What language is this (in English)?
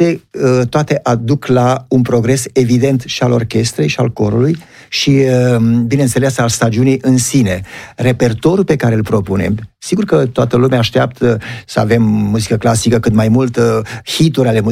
Romanian